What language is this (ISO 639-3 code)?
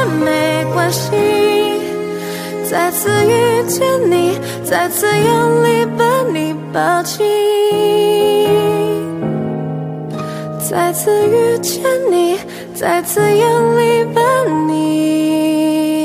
zho